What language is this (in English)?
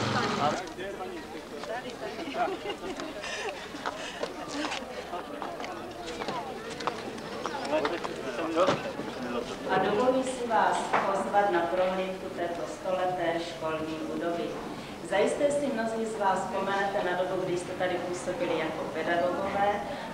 Czech